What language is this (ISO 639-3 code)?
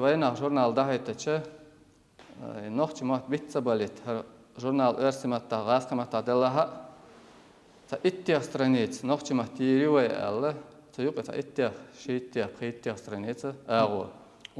che